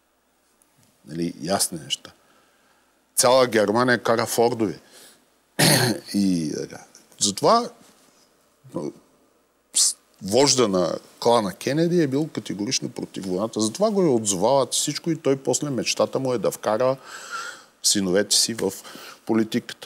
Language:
Bulgarian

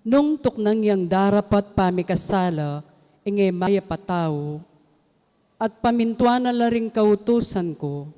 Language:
Pampanga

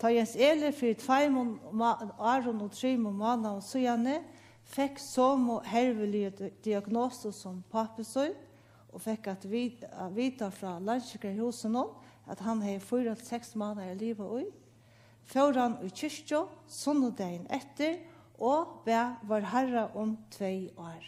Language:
Faroese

